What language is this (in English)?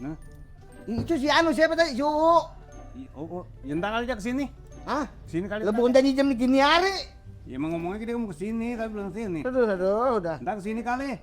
Betawi